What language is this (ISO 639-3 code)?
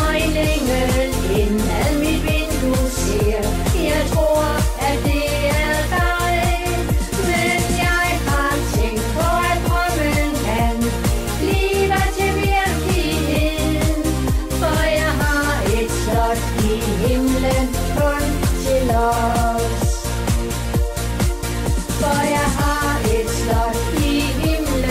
dan